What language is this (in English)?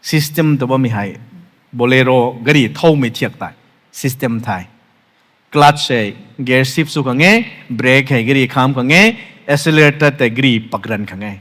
Rongmei Naga